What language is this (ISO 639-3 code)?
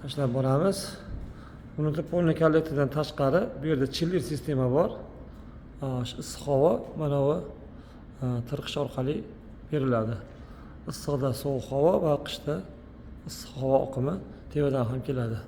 uzb